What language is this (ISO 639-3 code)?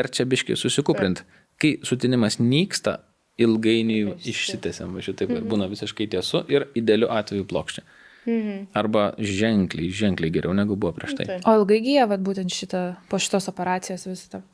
lit